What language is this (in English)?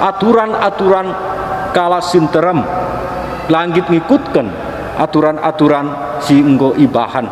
Batak Karo